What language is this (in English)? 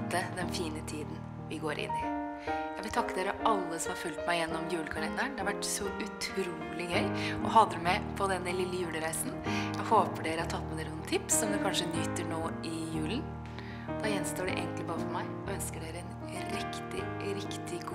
Norwegian